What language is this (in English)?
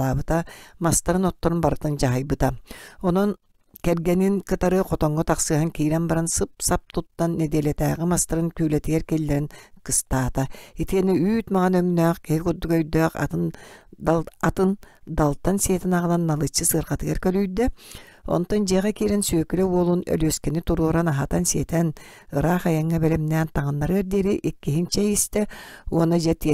Yakut